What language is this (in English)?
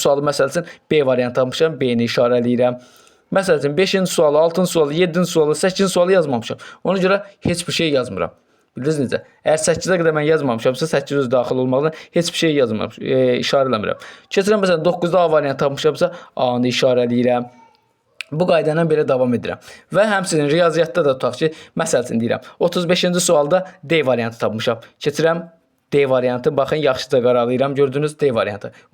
Azerbaijani